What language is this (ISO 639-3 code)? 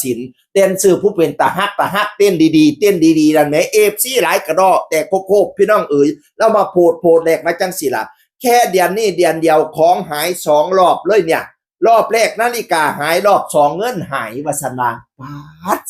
tts